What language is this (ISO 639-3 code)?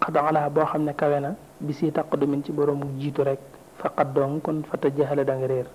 wol